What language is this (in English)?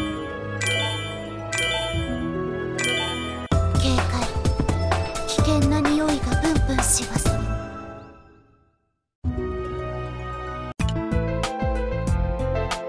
Japanese